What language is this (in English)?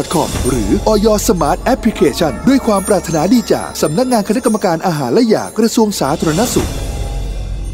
Thai